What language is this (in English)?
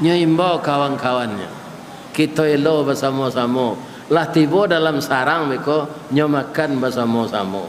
Minangkabau